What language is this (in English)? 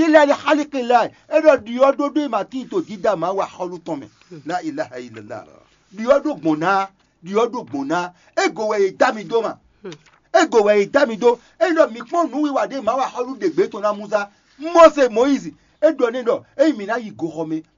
Fon